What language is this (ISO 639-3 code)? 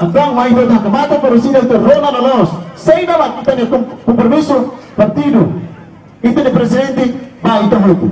tet